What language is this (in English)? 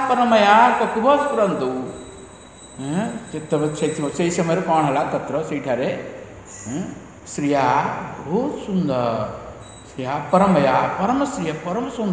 Odia